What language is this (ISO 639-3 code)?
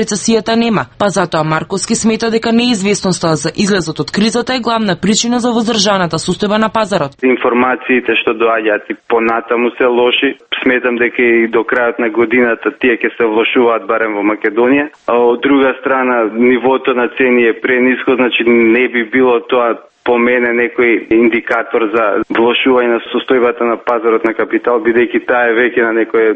mkd